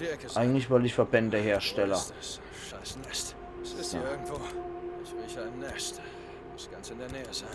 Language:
Palatine German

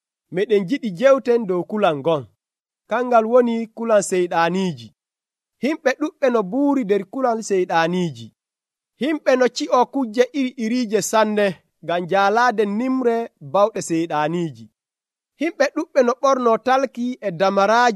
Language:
Nigerian Fulfulde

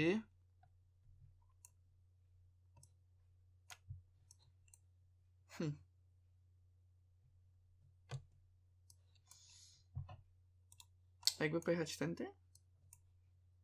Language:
Polish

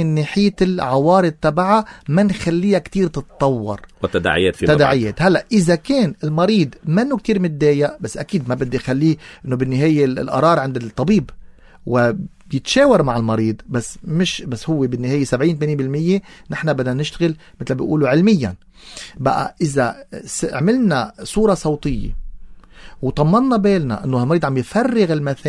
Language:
North Levantine Arabic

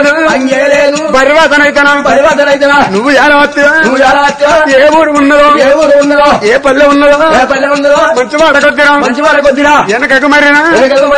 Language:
Telugu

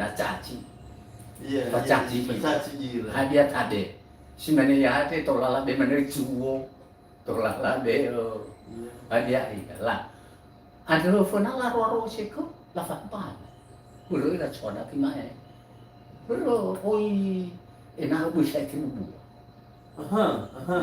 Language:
Nias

